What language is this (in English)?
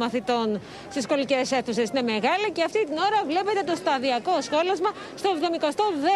Greek